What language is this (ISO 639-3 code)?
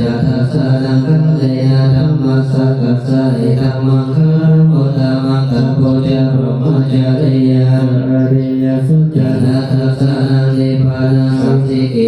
pli